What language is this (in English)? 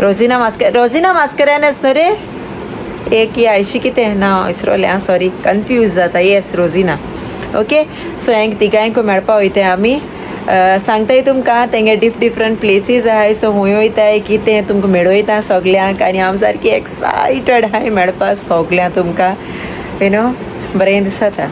Konkani